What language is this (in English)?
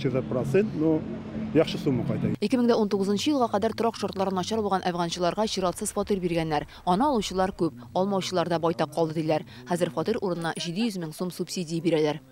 Tatar